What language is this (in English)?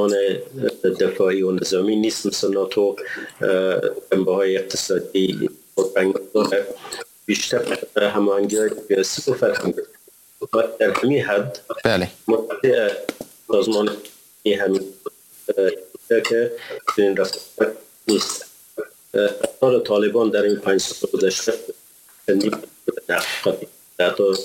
Persian